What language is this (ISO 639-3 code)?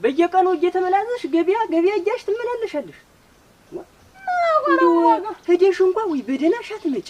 amh